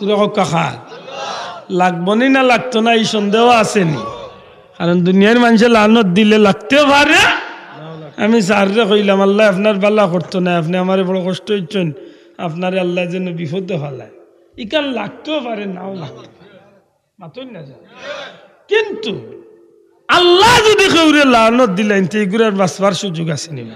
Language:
Sylheti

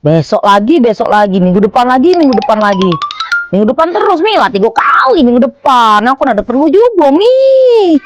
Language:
Musi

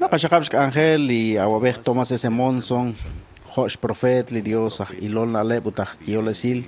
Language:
Kekchí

